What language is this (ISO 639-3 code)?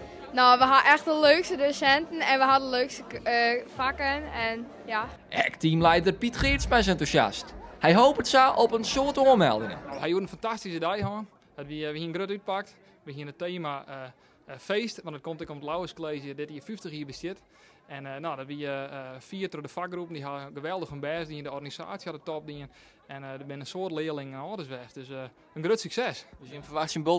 fry